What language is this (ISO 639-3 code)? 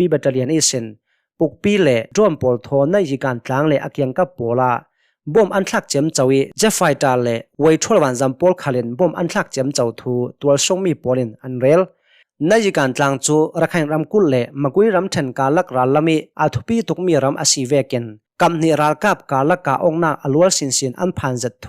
cnh